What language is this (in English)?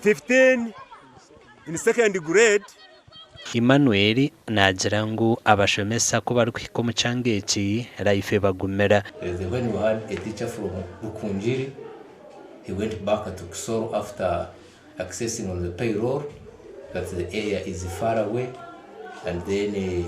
Nyankole